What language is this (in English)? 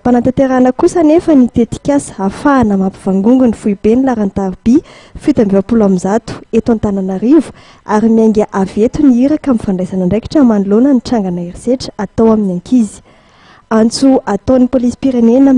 Malagasy